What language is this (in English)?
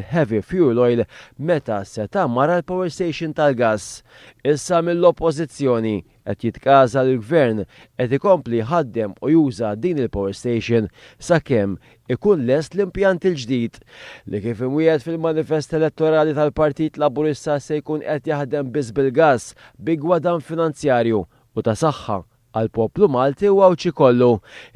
Maltese